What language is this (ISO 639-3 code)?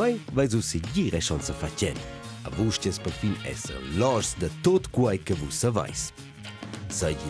roh